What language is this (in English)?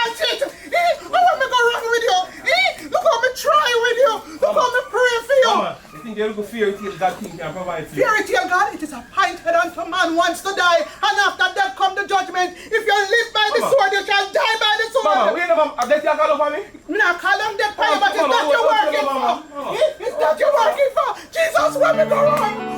Jamaican Creole English